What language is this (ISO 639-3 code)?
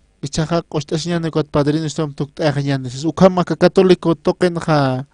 aym